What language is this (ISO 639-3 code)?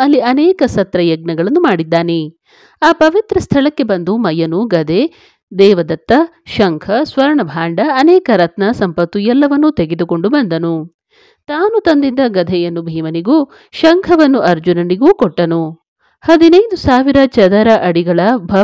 kan